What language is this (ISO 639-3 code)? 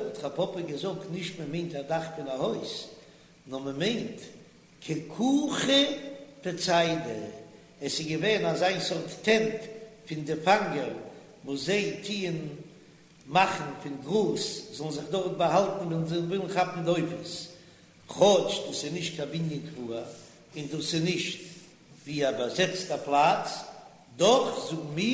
yid